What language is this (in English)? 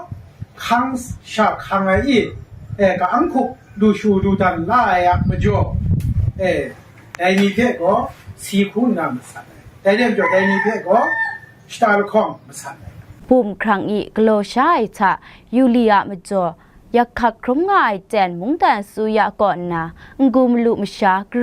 Kachin